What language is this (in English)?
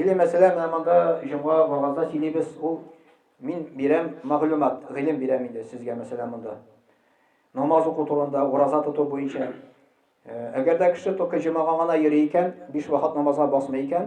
Tatar